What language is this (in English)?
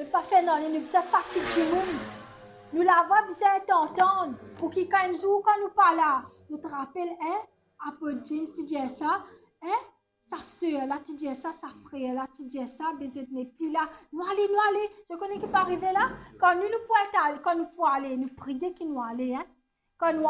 Morisyen